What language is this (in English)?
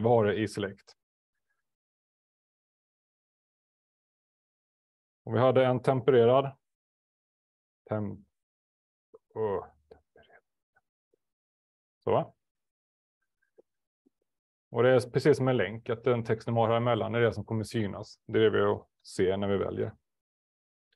Swedish